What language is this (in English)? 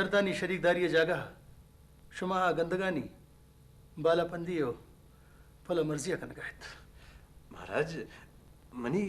Eastern Balochi